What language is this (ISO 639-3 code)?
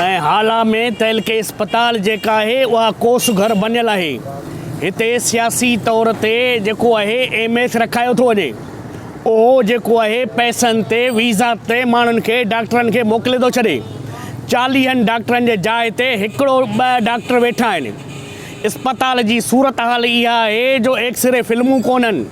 snd